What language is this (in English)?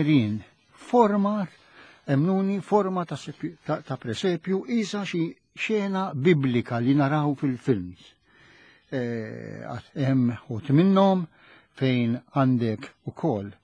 Maltese